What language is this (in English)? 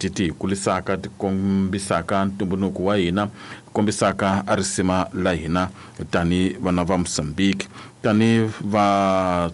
Tsonga